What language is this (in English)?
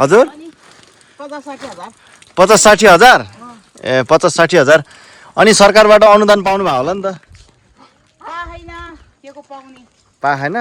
Nepali